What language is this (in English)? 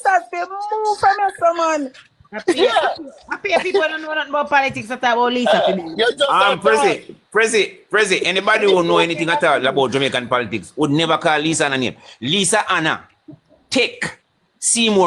Jamaican Creole English